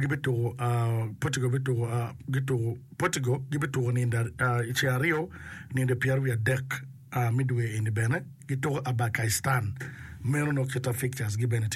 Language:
Acoli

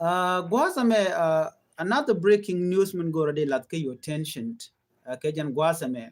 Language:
Nuer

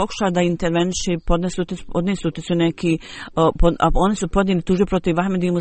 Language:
Bosnian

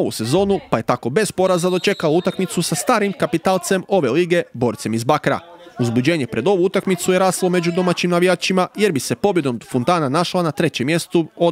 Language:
Croatian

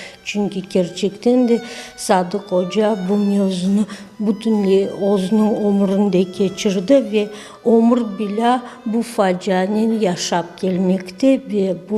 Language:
Crimean Tatar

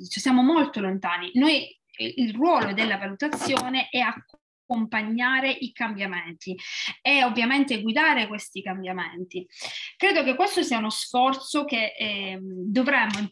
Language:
Italian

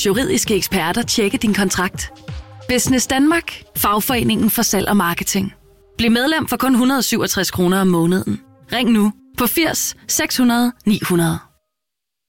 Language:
Danish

